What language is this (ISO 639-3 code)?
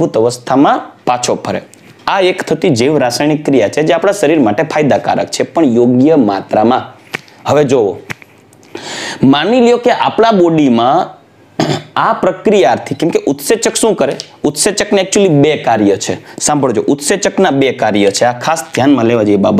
guj